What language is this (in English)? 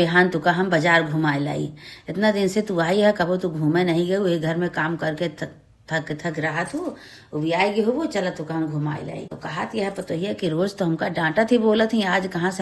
Awadhi